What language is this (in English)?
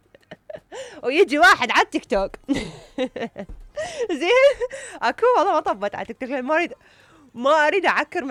Mesopotamian Arabic